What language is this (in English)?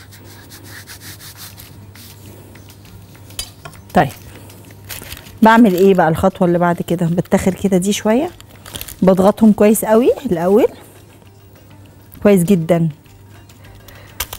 Egyptian Arabic